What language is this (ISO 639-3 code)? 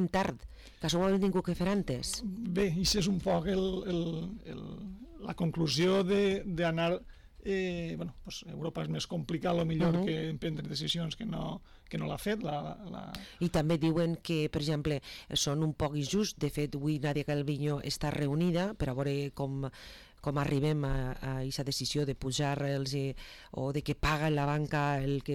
cat